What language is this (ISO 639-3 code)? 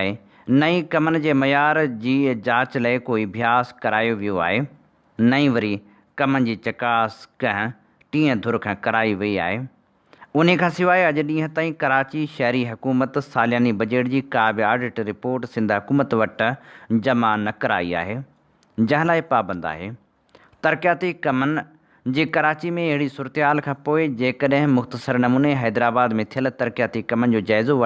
snd